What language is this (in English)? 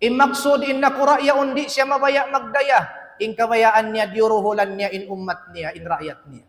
Tausug